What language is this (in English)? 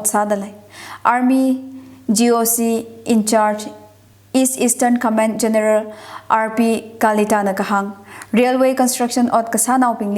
Tangkhul Naga (India)